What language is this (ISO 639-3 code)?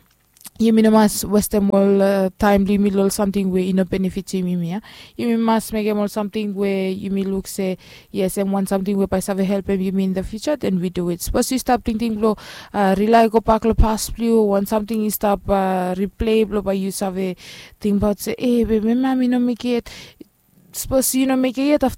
bis